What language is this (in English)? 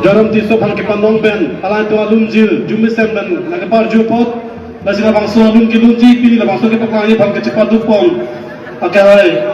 Karbi